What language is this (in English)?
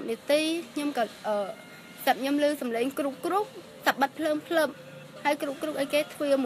Khmer